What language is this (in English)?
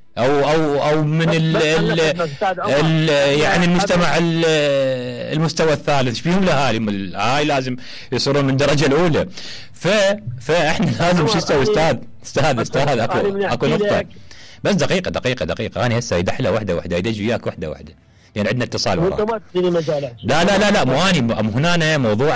Mesopotamian Arabic